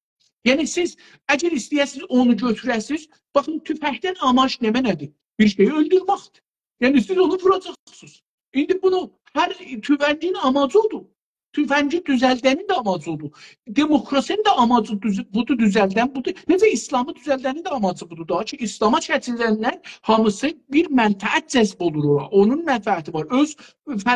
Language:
South Azerbaijani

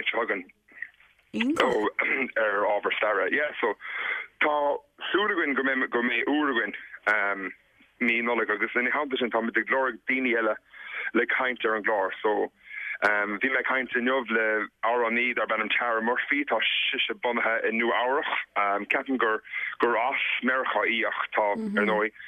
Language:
Irish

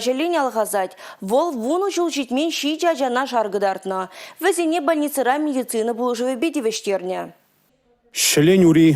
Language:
Chuvash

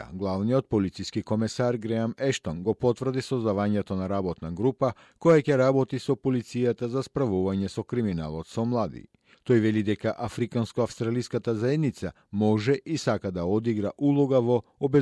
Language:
Macedonian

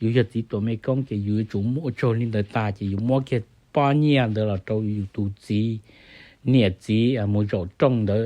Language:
Hmong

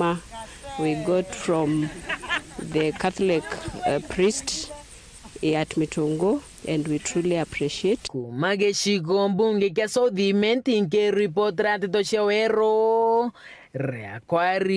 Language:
Meru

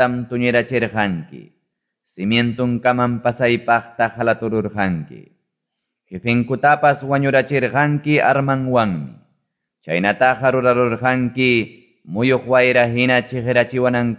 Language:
Quechua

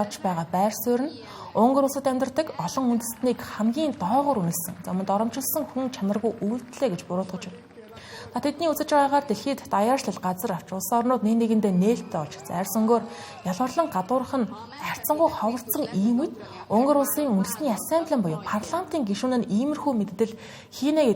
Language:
Mongolian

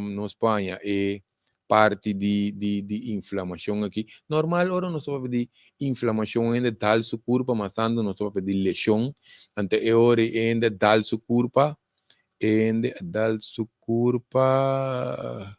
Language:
Papiamento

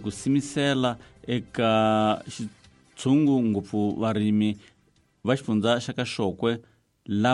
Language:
Tsonga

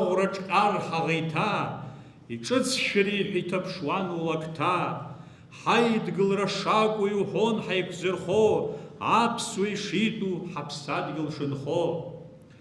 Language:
Abkhazian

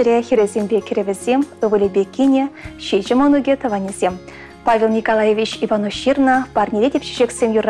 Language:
Chuvash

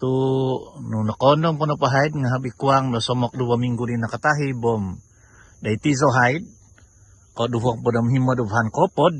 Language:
Central Dusun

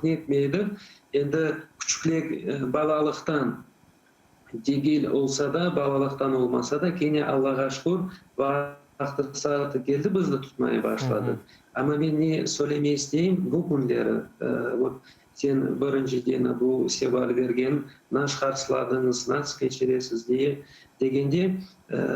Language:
Crimean Tatar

